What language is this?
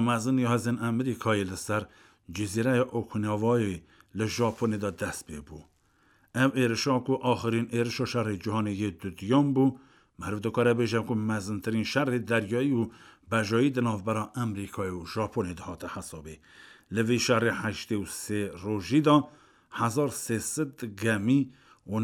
Kurdish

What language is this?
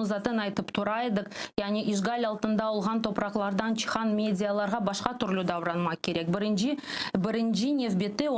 Crimean Tatar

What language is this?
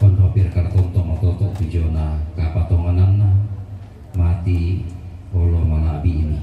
Toraja-Sa'dan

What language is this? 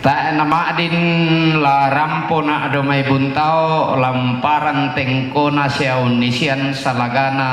Toraja-Sa'dan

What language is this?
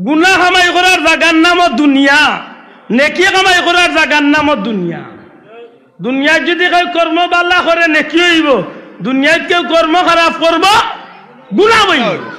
Sylheti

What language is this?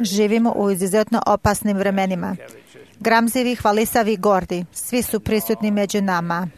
Serbian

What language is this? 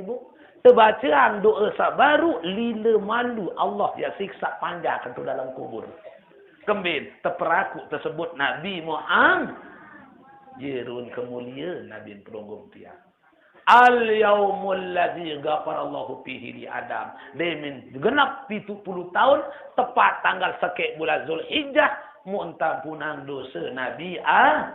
Sasak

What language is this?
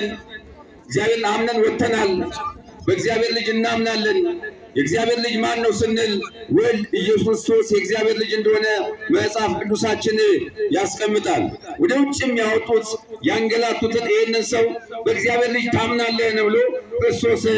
Amharic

